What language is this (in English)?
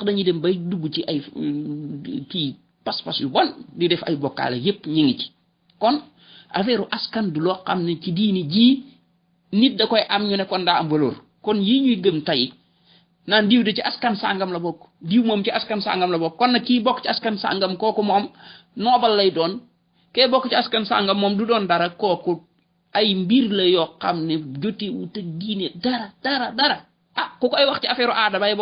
Wolof